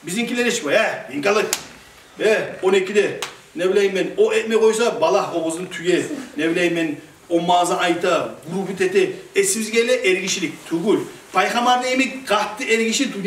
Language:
Kumyk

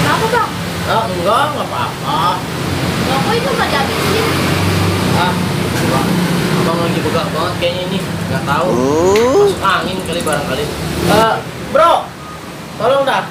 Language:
Betawi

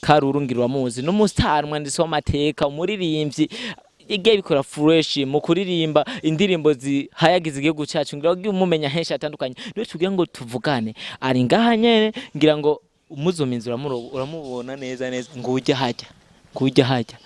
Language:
Rundi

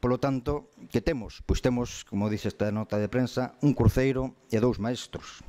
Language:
Galician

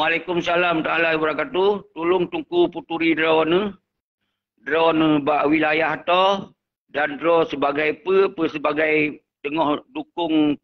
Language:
Achinese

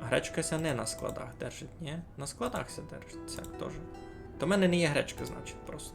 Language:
Rusyn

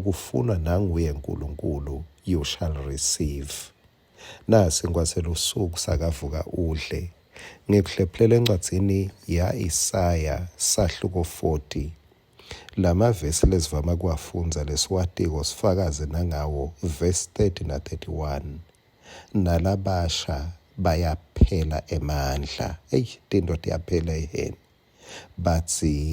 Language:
Swati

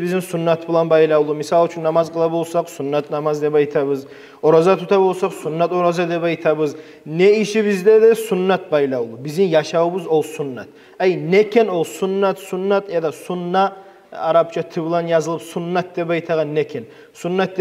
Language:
Kumyk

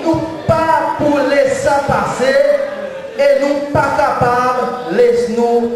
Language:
Seselwa Creole French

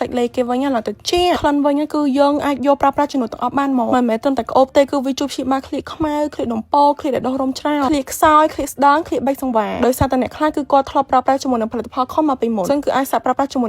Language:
Khmer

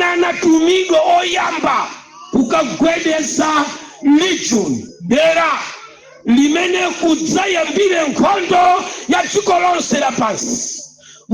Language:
Nyanja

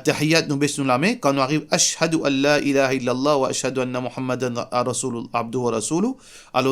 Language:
Morisyen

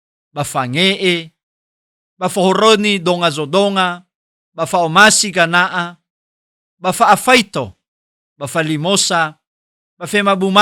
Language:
Nias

